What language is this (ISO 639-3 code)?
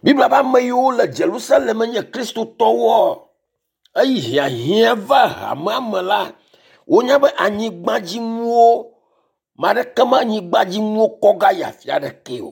ewe